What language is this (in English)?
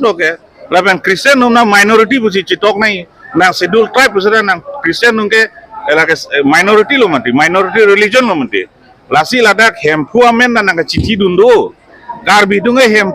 Karbi